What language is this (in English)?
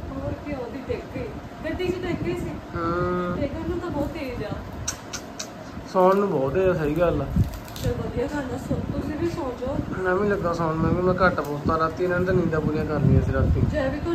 Punjabi